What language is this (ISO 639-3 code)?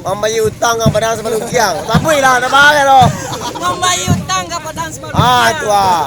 min